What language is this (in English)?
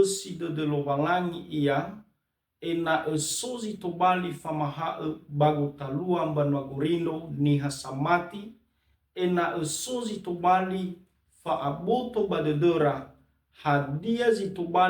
Nias